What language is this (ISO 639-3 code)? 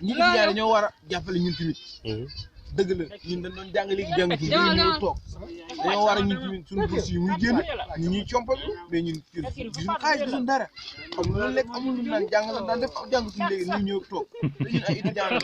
wol